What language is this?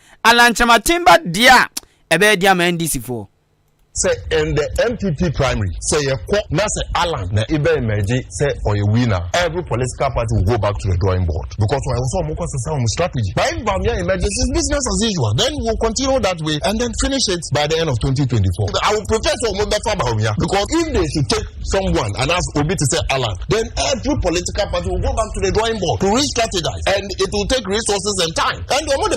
Akan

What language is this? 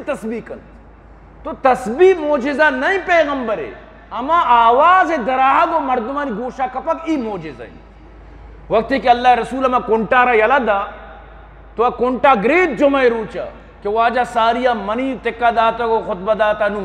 Eastern Balochi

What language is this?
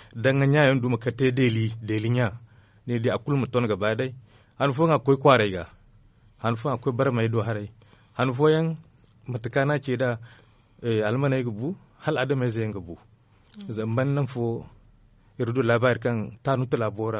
Zarma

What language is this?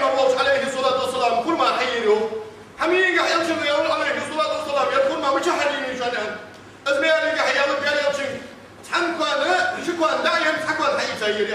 Ingush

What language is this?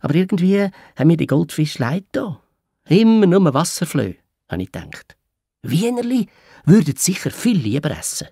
Swiss German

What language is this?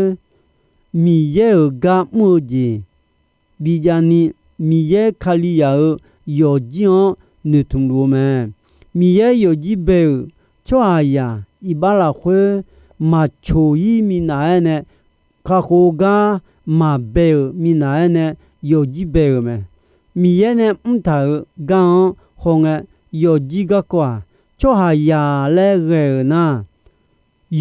Akha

